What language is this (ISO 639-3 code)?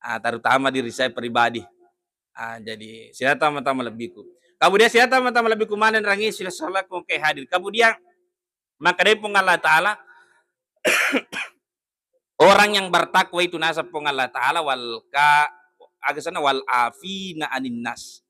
bug